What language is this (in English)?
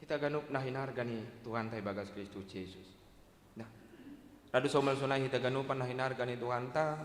Batak Simalungun